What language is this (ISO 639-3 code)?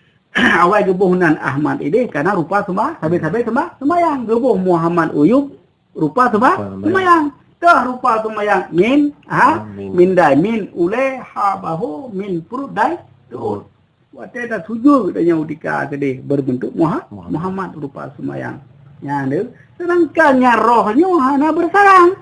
ace